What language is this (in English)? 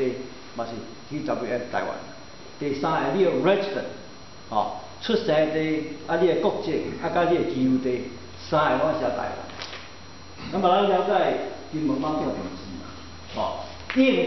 Min Nan Chinese